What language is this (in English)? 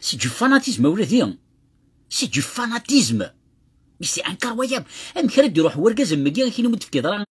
Kabyle